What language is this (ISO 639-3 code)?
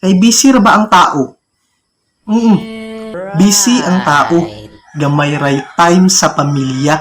ceb